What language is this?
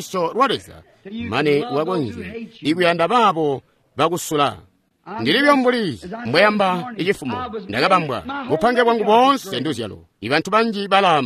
Tonga (Zambia)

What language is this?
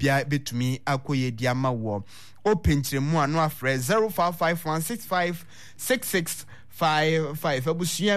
Akan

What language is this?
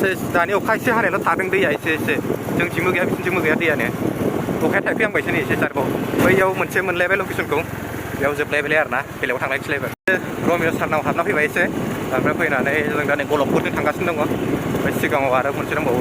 Bodo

